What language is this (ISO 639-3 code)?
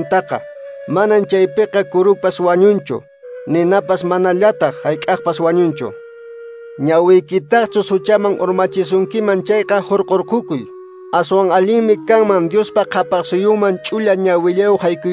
que